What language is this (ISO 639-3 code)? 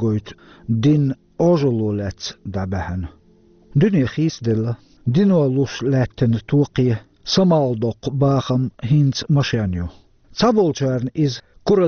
che